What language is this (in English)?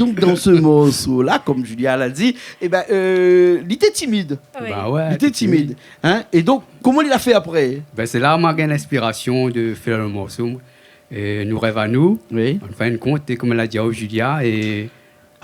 Réunion Creole French